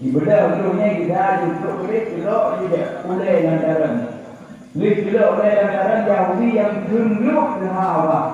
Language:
Achinese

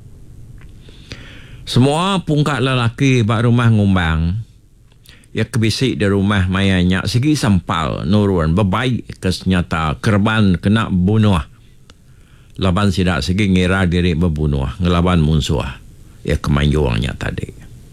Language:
Iban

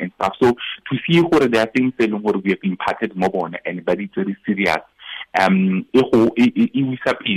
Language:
Tswana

